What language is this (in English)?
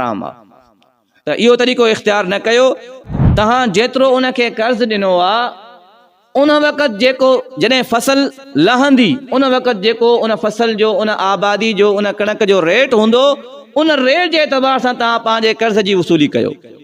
Sindhi